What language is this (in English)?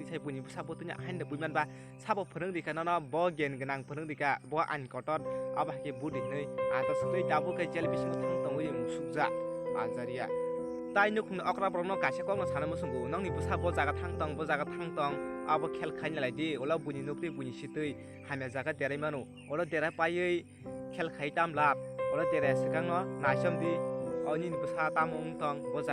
Kok Borok